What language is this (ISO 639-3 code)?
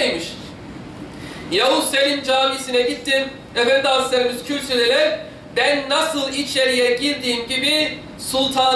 tur